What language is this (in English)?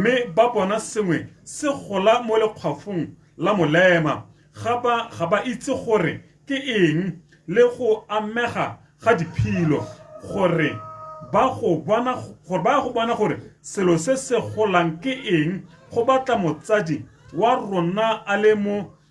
Tswana